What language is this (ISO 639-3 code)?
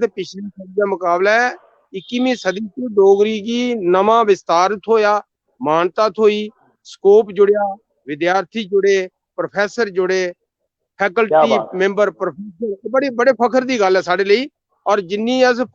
doi